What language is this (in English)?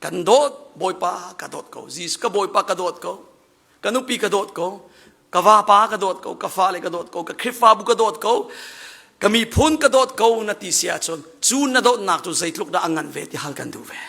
Hakha Chin